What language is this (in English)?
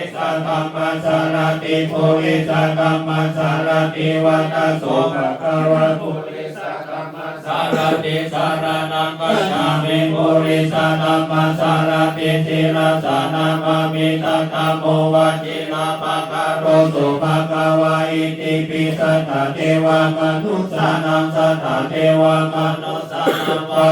Pali